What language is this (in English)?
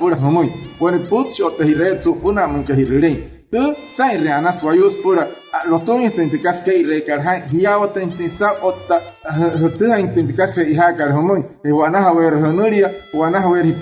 Wayuu